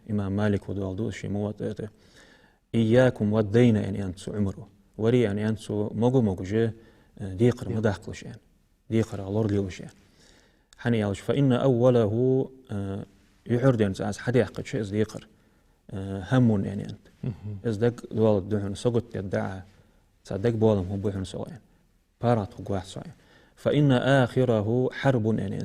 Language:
Ingush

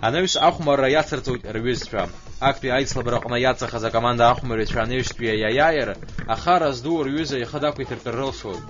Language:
Abkhazian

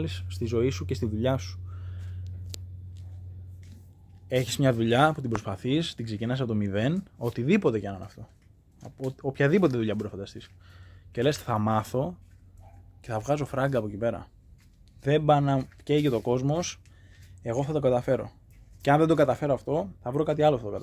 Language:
Greek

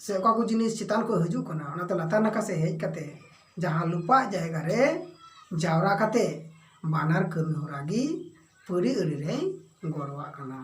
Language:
Santali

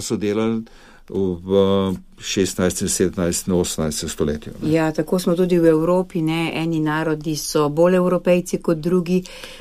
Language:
Slovenian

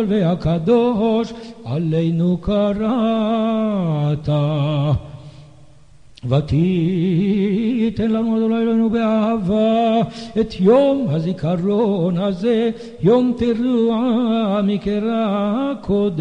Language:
Hebrew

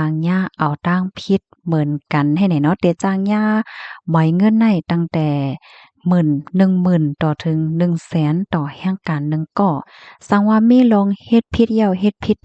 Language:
Shan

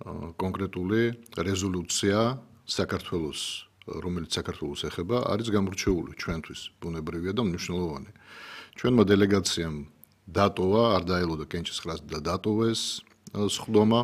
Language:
Georgian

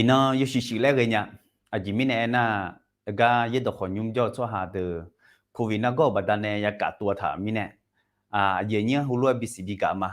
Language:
Akha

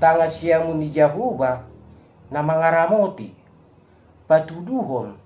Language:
Batak Toba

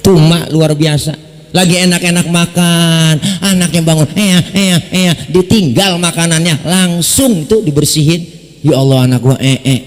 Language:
Betawi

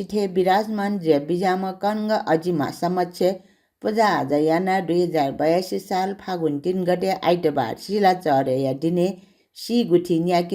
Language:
Newari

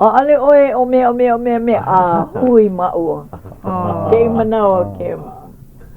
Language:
Hawaiian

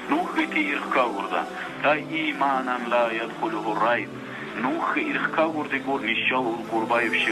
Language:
Dargwa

